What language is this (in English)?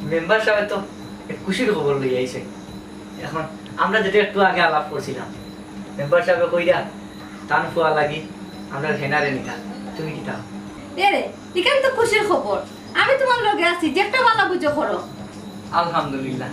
Sylheti